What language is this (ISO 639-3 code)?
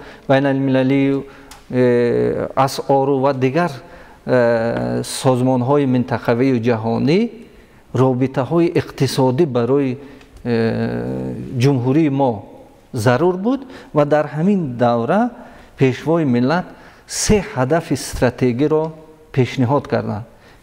tgk